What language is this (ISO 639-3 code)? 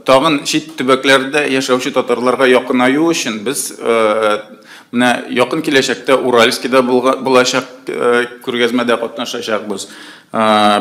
tat